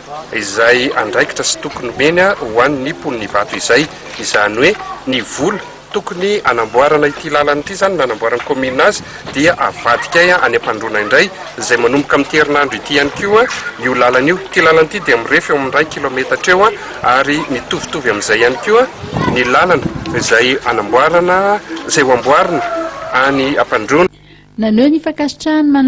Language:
Malagasy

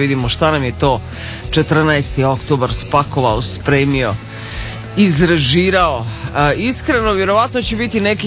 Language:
Serbian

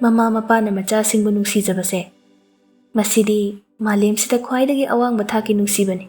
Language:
Manipuri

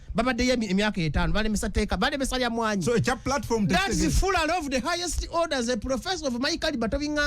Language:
Ganda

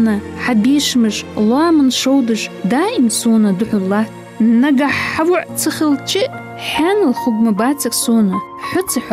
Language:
Ingush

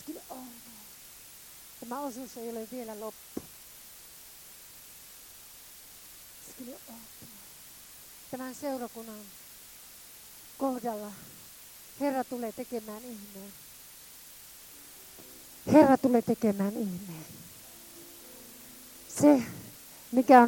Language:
Finnish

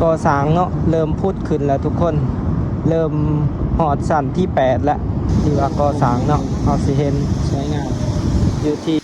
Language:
Lao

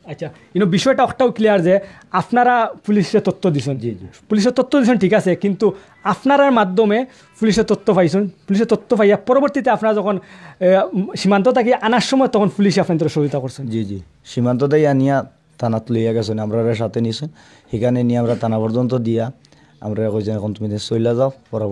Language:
Sylheti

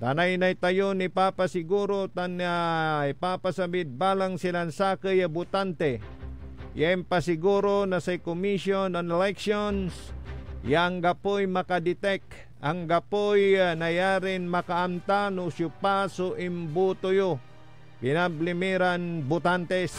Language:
Pangasinan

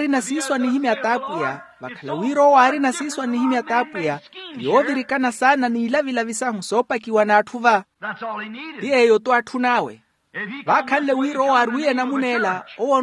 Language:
Makhuwa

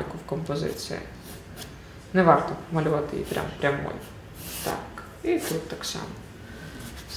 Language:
Ukrainian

